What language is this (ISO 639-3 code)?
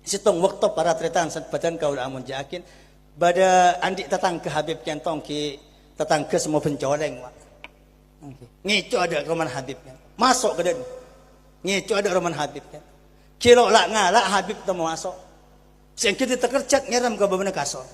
mad